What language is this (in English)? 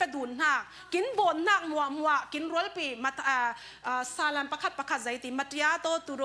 Falam Chin